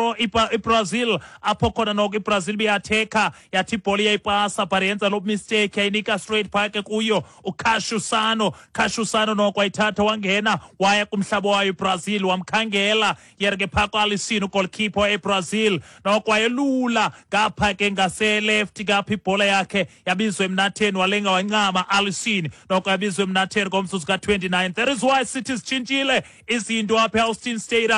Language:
Xhosa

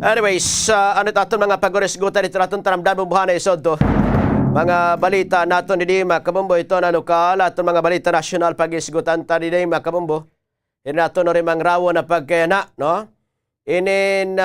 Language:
Waray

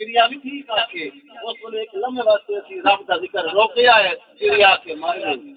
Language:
Saraiki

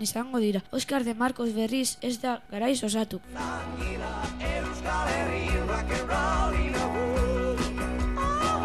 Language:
Basque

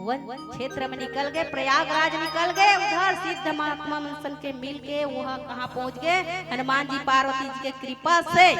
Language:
Chhattisgarhi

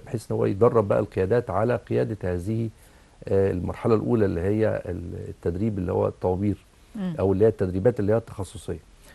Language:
Egyptian Arabic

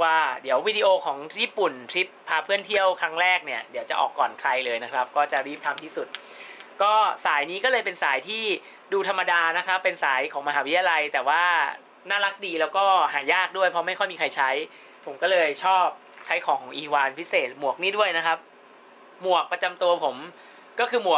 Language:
Thai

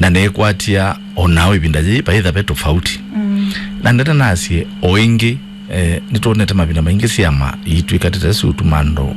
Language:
Kamba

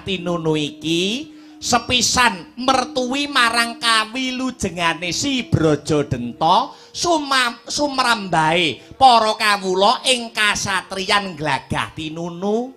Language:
Javanese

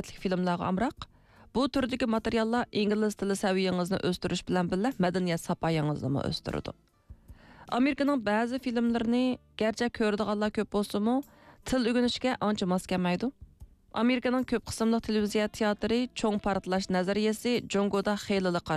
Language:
Uyghur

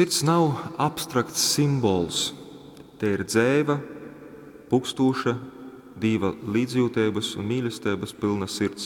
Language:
Latgalian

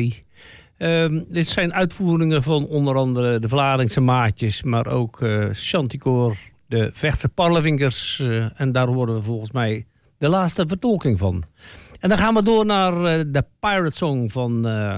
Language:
Dutch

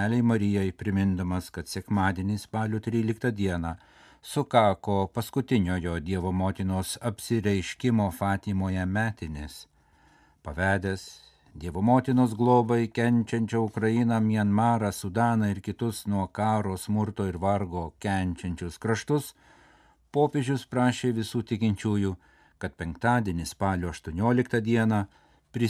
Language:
Lithuanian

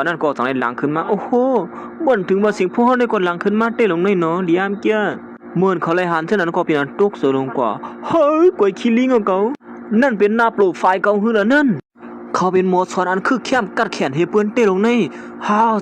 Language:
Shan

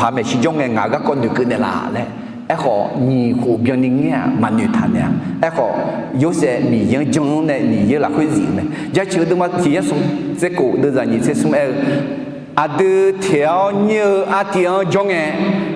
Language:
Akha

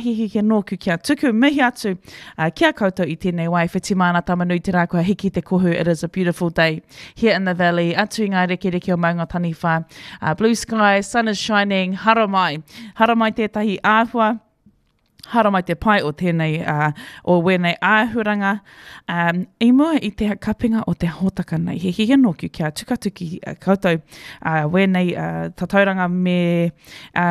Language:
Māori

